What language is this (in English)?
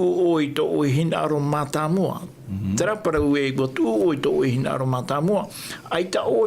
Tahitian